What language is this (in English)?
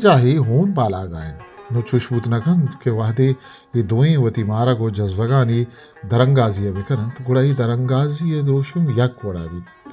Eastern Balochi